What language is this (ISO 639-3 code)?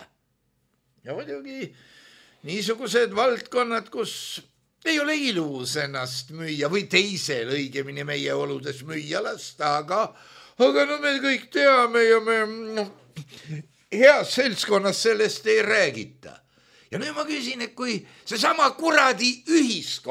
est